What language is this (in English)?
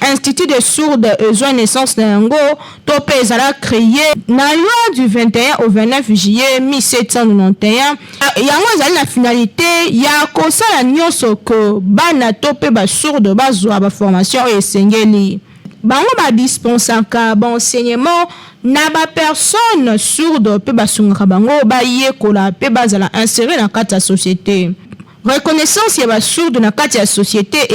Lingala